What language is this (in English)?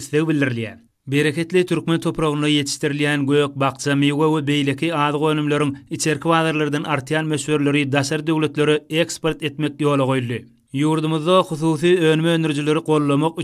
Turkmen